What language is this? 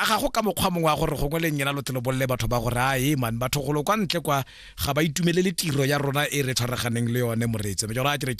Tswana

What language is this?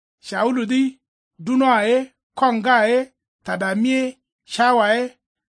Kanuri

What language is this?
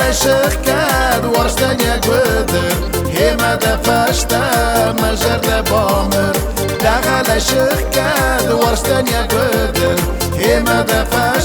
Ossetic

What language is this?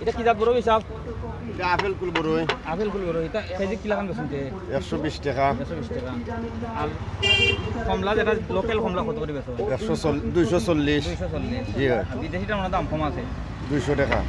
Sylheti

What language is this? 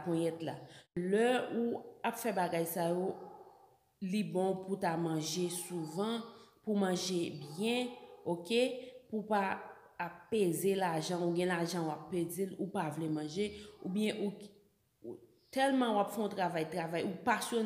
Haitian Creole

